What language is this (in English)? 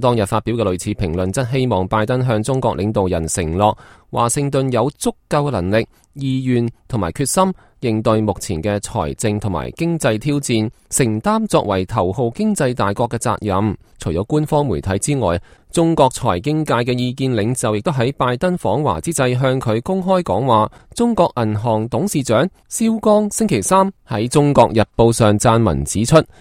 Cantonese